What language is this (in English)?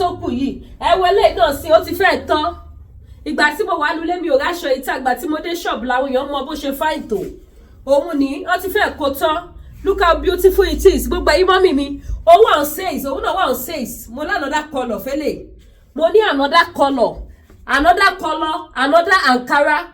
Yoruba